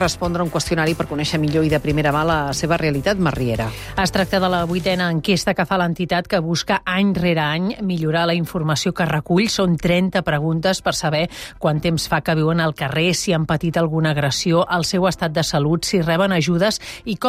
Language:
Catalan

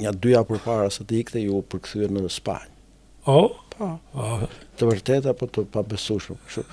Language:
Albanian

